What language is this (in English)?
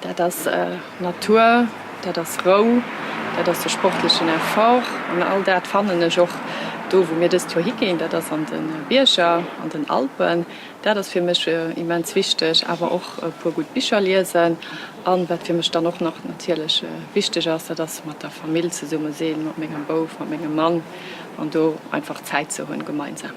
Luxembourgish